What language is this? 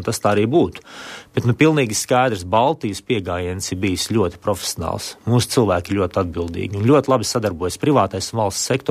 Latvian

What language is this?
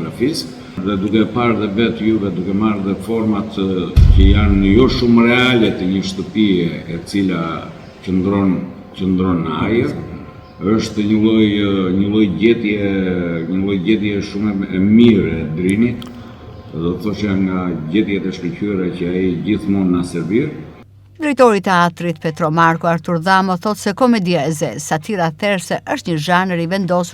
Albanian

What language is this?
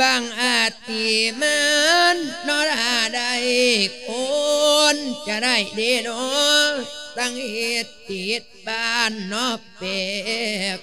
Lao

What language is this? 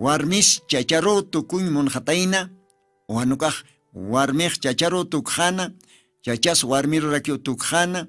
Aymara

